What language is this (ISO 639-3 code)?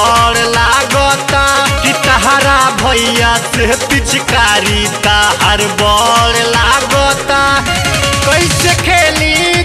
bho